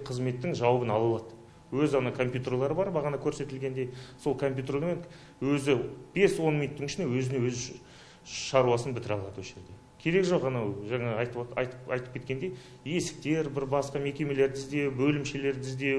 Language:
Kazakh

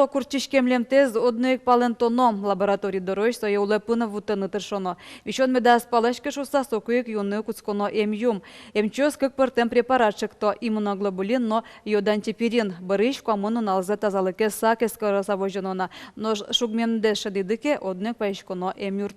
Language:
Udmurt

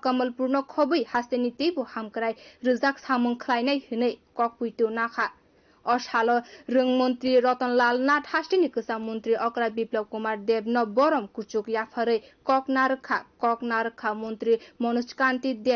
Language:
Kok Borok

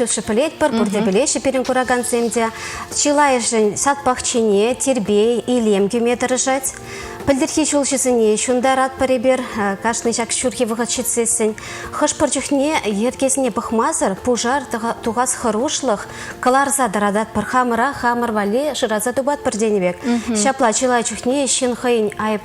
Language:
Chuvash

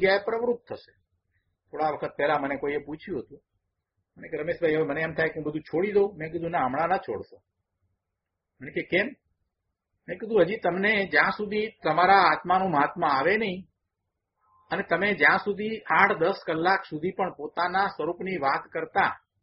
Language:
Gujarati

